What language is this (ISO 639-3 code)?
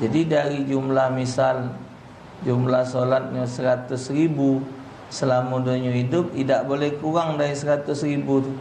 mui